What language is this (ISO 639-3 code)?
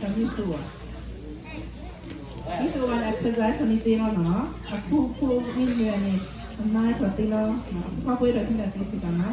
ksw